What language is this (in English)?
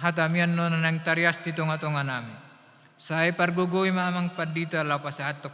Batak Toba